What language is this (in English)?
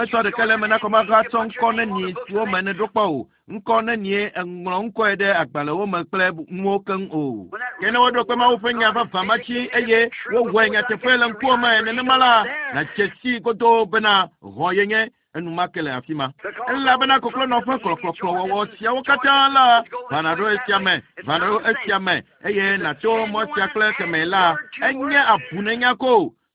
Ewe